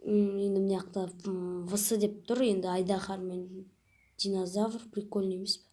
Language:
Kazakh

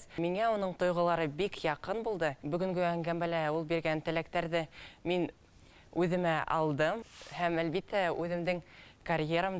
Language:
Bashkir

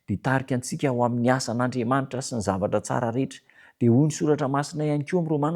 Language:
Malagasy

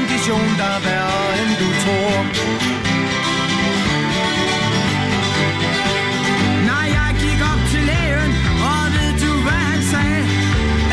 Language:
Danish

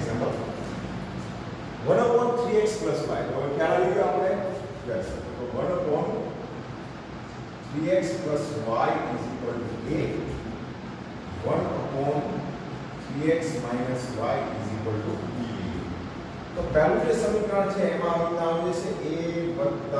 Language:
Gujarati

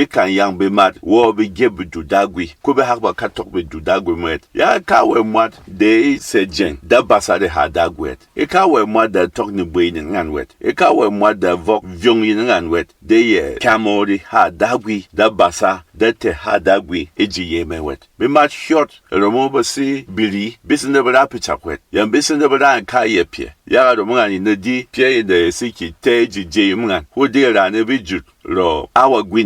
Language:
Berom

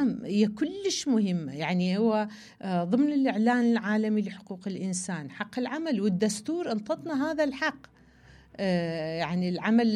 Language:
Mesopotamian Arabic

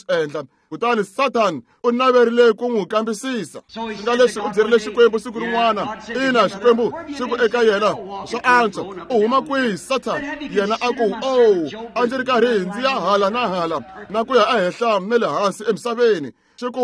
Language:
Tsonga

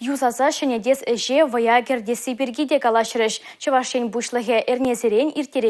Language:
Chuvash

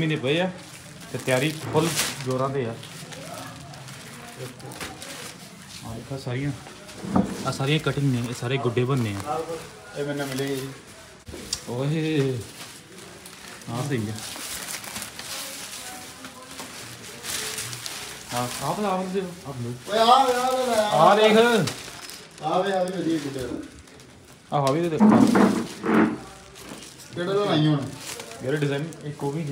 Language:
Punjabi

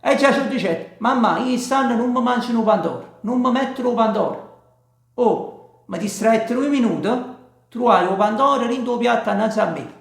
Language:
Neapolitan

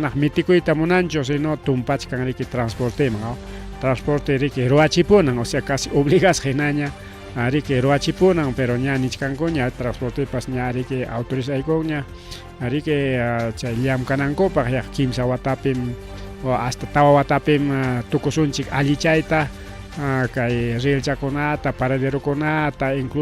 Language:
Ayacucho Quechua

